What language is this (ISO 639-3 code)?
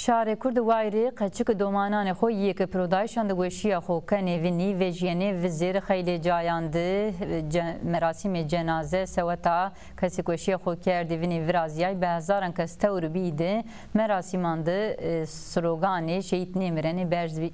zza